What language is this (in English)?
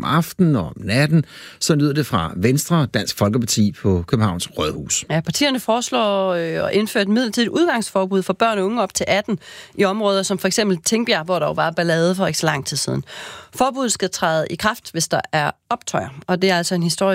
Danish